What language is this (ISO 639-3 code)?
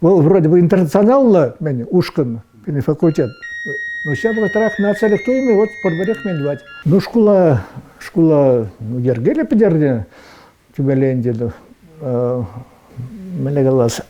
chv